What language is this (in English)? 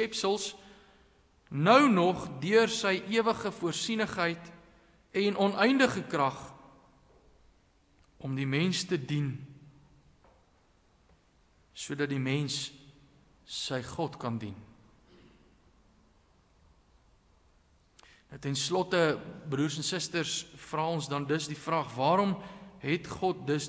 Afrikaans